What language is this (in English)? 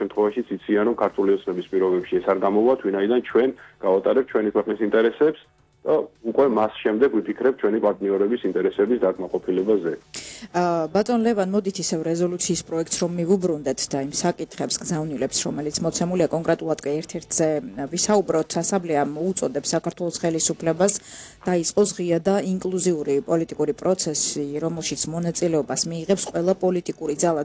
Georgian